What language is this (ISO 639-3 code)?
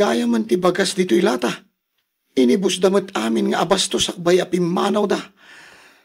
ilo